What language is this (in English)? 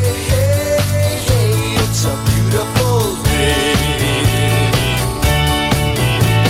French